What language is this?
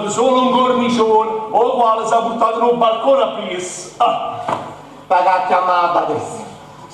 Neapolitan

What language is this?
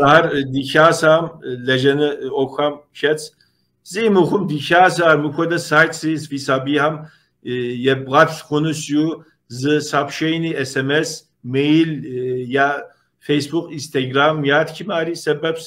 Kabardian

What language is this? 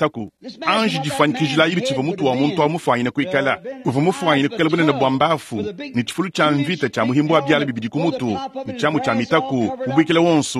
Luba-Lulua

